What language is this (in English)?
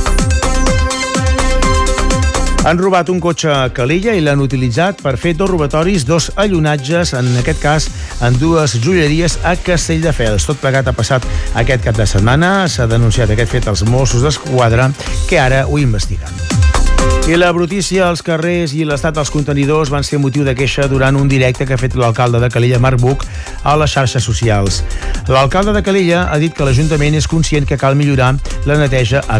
Catalan